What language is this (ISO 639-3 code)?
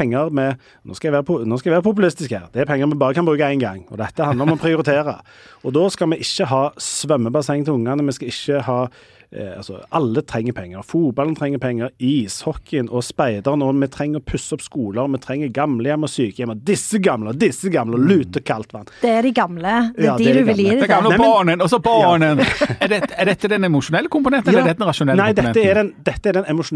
nor